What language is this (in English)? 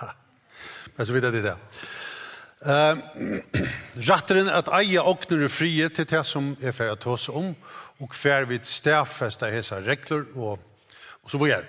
Faroese